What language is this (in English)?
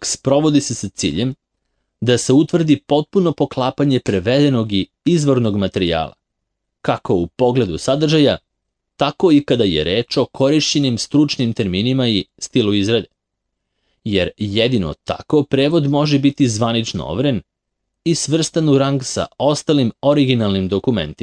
Serbian